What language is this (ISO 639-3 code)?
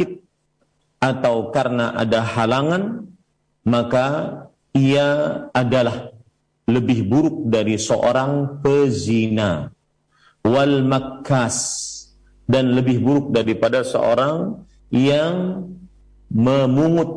ind